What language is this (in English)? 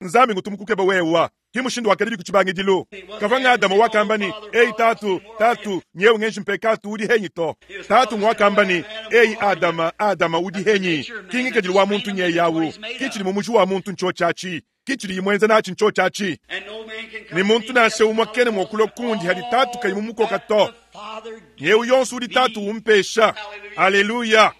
Luba-Lulua